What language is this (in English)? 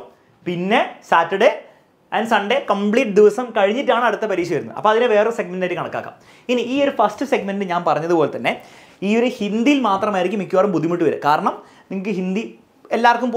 Malayalam